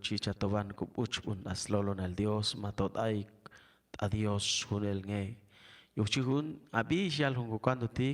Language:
Chuj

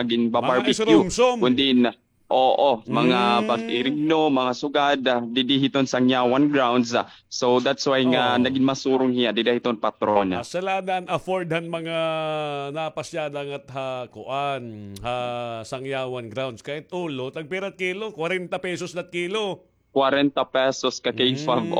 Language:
Waray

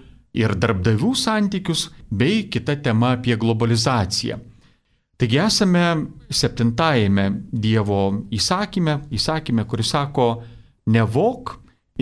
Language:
Lithuanian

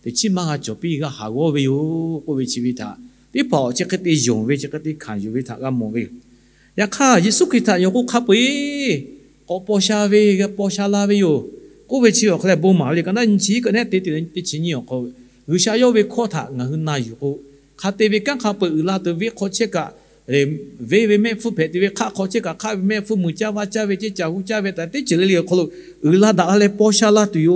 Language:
Lahu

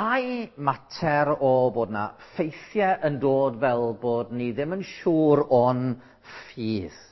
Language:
Welsh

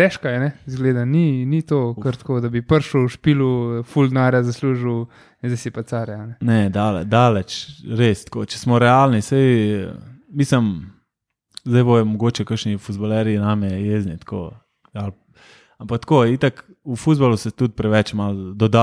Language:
Slovenian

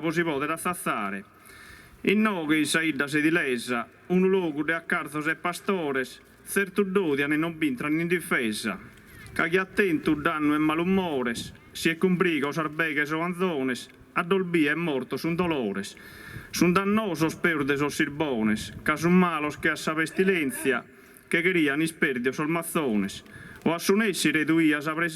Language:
Sardinian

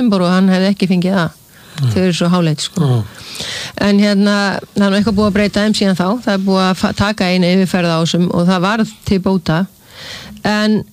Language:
Icelandic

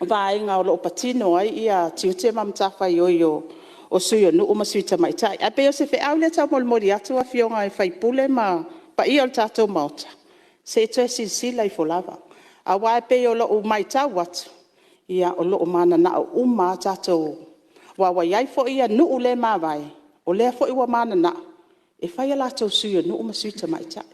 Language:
Samoan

